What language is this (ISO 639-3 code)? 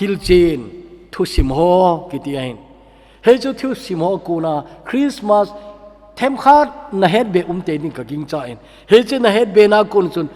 tcz